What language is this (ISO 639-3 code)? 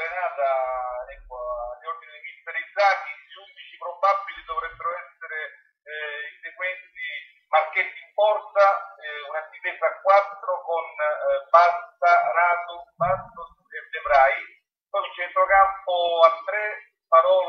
ita